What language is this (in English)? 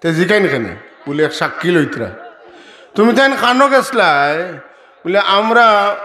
Sylheti